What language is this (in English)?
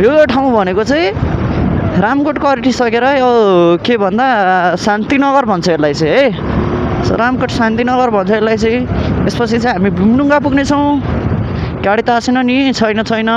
Nepali